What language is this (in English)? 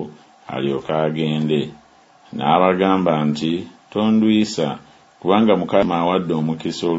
Ganda